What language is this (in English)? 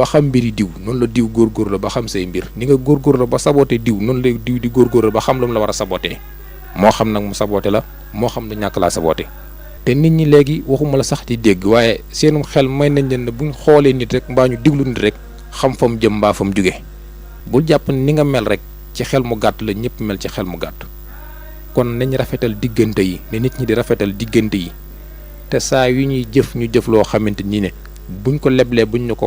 Wolof